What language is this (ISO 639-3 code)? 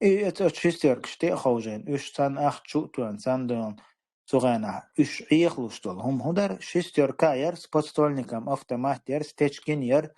che